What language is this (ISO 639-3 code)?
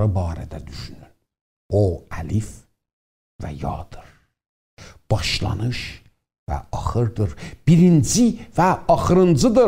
azb